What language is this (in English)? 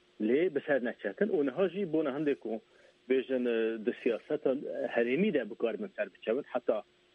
Kurdish